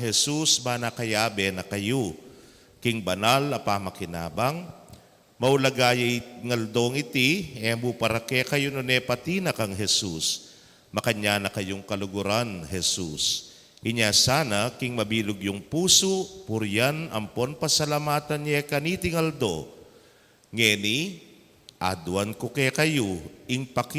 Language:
Pampanga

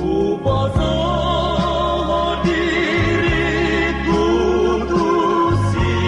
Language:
Batak Toba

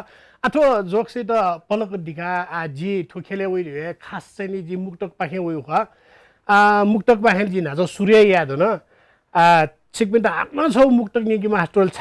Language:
Newari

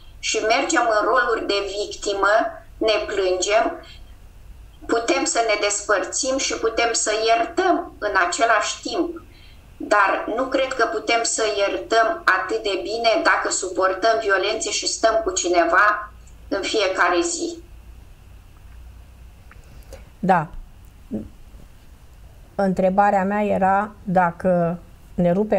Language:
Romanian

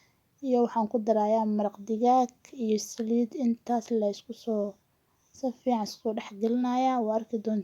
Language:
Somali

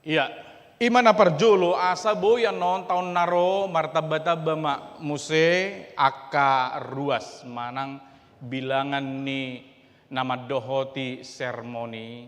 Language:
Batak Toba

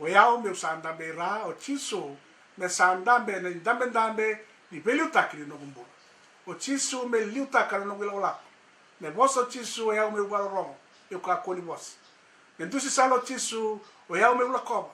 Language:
Fijian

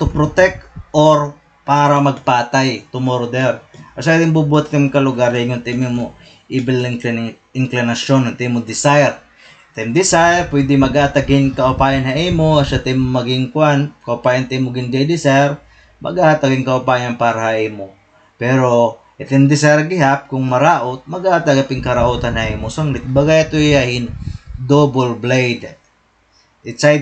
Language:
Waray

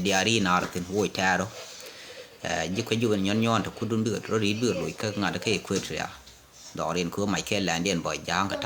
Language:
Nuer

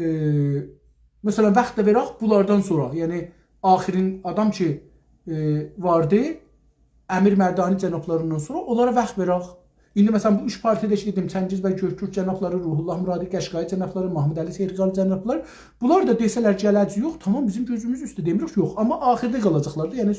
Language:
South Azerbaijani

